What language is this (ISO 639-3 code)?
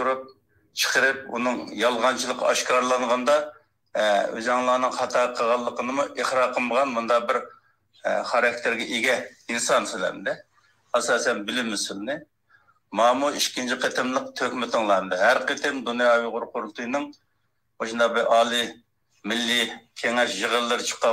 uig